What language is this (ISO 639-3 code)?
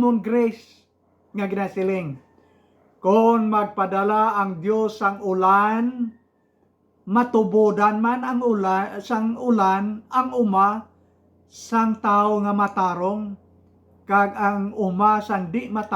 hil